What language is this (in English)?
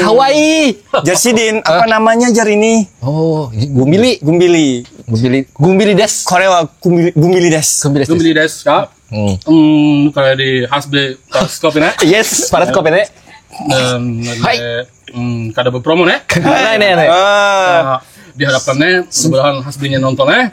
Banjar